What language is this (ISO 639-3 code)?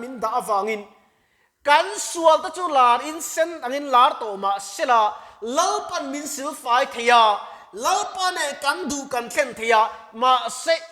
lus